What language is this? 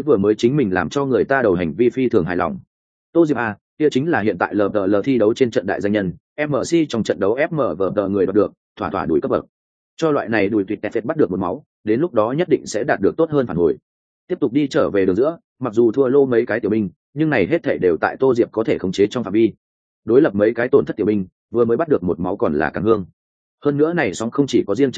Vietnamese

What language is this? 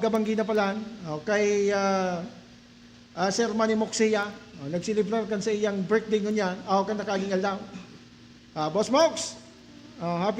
Bikol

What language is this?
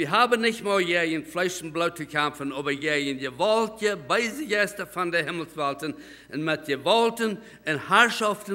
Plautdietsch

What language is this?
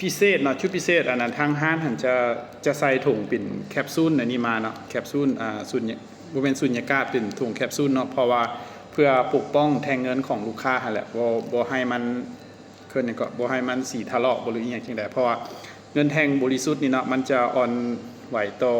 Lao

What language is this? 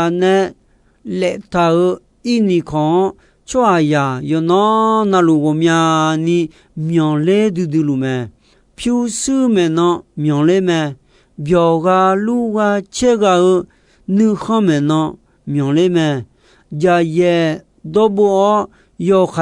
Akha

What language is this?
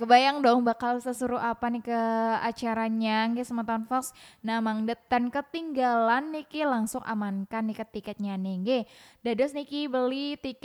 Balinese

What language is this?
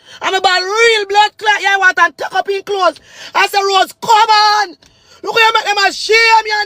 Jamaican Creole English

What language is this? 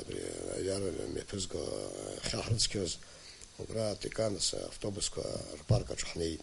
Abkhazian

